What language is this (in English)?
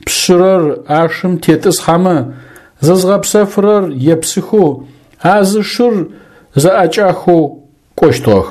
Adyghe